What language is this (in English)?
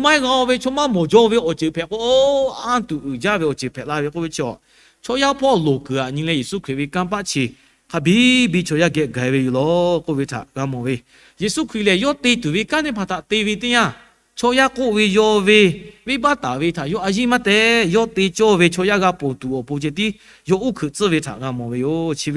Lahu